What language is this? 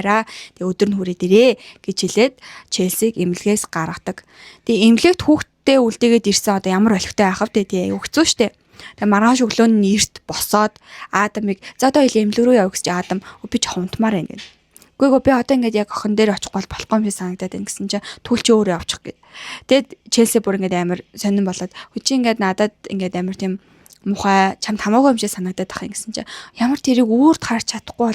Mongolian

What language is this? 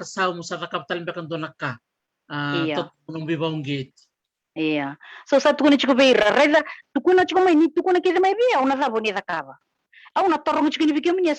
Fijian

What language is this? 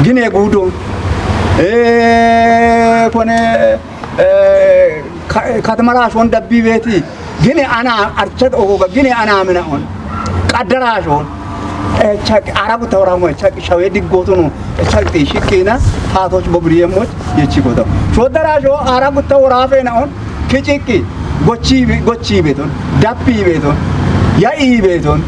Kafa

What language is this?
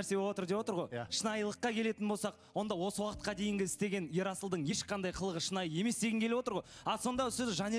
Kazakh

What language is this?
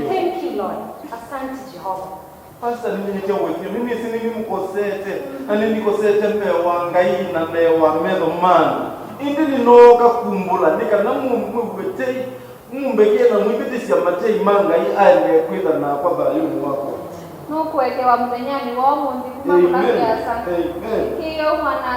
Kamba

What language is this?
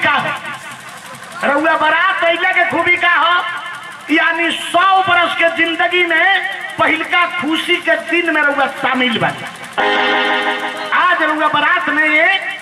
Bhojpuri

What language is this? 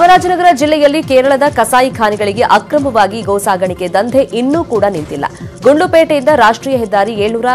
Kannada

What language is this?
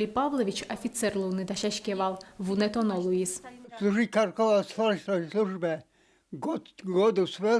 Udmurt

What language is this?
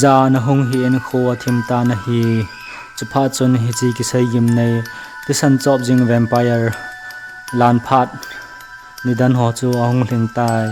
Thado Chin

